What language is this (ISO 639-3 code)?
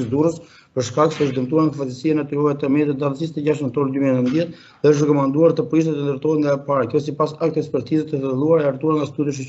sqi